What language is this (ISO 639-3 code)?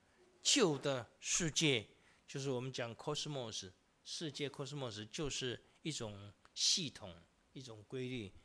zho